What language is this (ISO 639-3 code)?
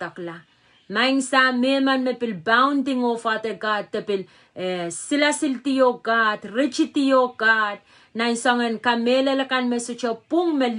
pon